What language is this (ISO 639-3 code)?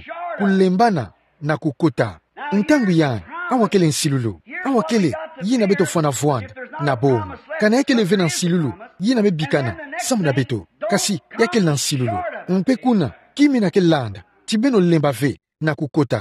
ktu